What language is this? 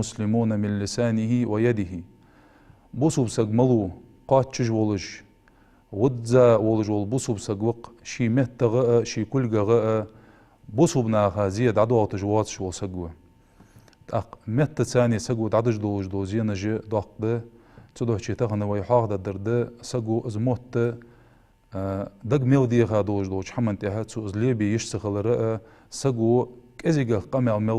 Ingush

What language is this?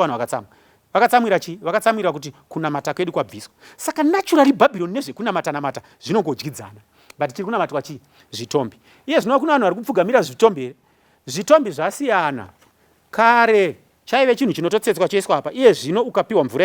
Shona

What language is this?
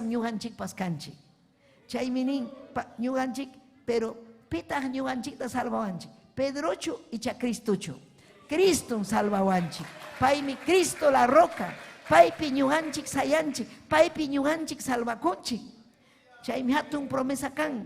Ayacucho Quechua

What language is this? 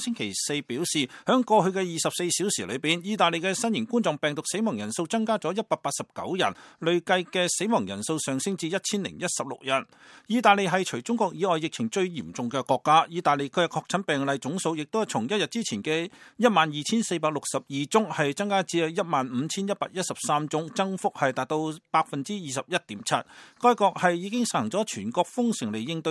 Cantonese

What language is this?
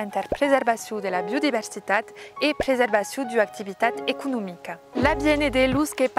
Occitan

